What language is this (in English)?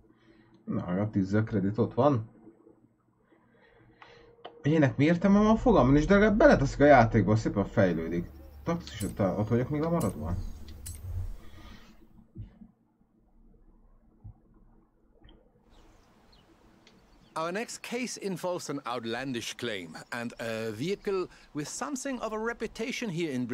Hungarian